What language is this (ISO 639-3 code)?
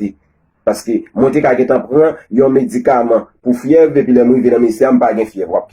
hat